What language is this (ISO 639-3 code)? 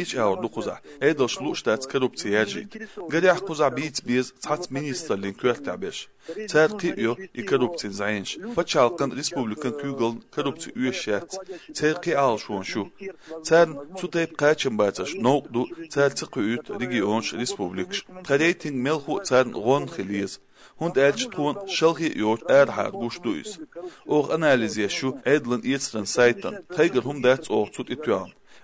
che